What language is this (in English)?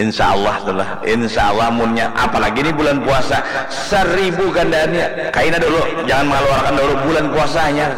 Banjar